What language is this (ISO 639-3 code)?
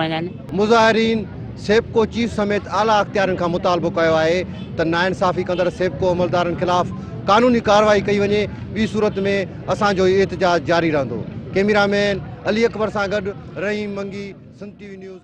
snd